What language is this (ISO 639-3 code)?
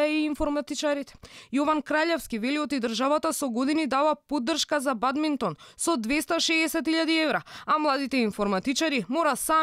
mkd